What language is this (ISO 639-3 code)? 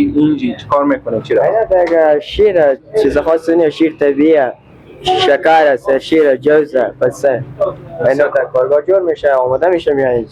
fas